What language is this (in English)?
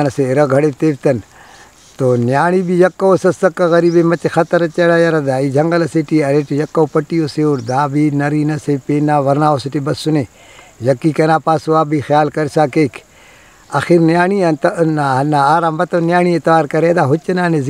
Brahui